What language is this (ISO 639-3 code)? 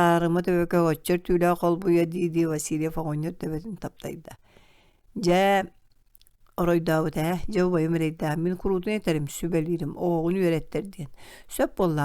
sah